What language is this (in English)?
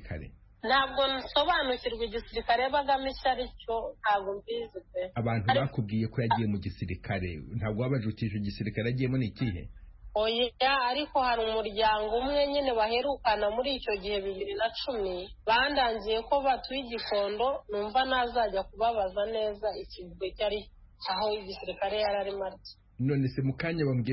Kinyarwanda